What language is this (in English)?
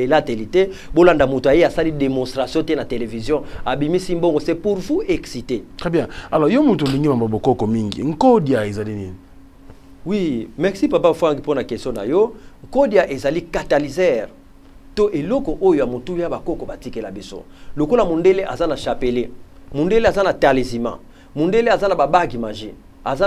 Lingala